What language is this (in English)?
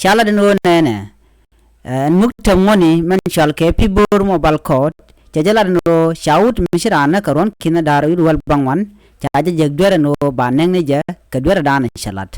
Nuer